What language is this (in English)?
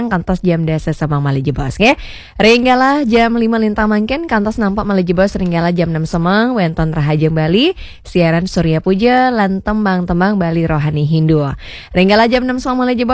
Balinese